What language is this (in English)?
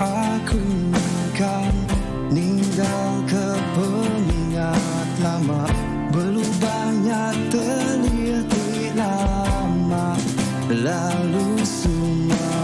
Iban